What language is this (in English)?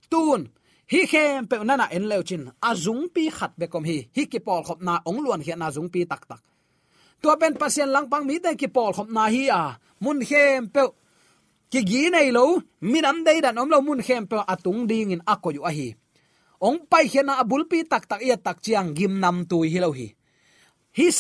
Tedim Chin